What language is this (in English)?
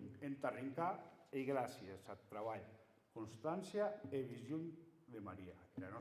Occitan